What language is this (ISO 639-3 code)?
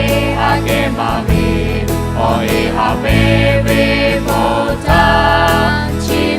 lhu